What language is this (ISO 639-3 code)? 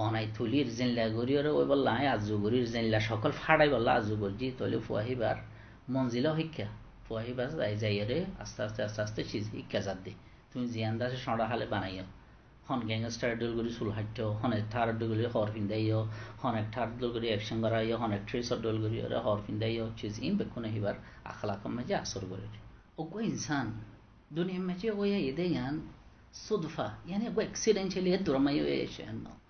rhg